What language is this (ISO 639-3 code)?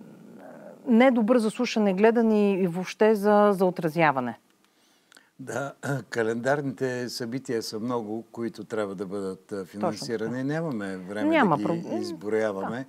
bul